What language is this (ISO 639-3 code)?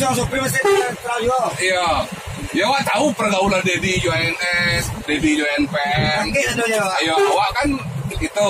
min